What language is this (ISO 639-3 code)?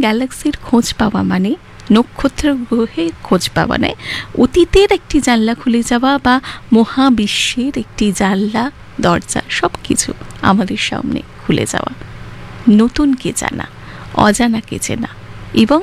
ben